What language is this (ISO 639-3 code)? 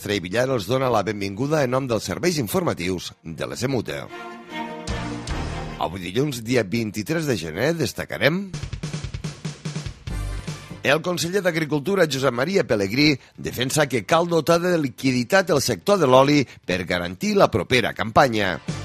cat